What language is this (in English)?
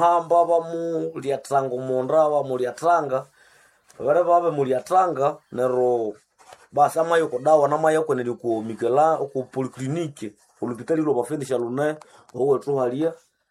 Nande